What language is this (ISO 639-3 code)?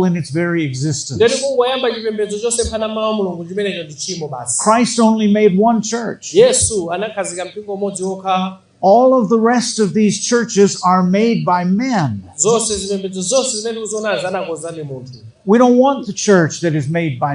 nya